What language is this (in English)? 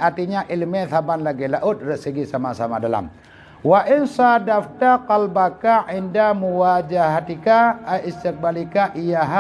Achinese